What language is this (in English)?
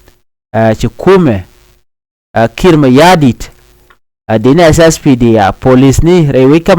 Nuer